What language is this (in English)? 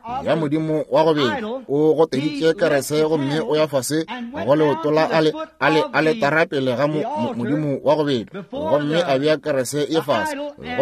Northern Sotho